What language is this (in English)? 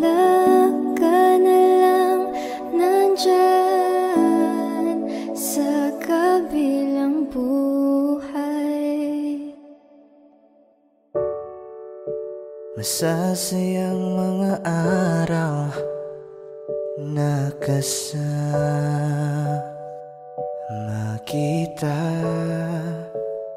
Filipino